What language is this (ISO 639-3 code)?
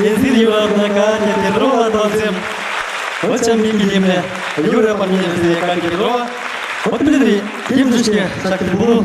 chv